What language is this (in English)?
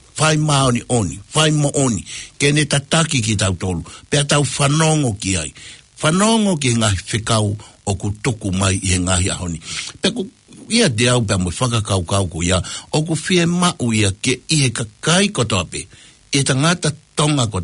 Tongan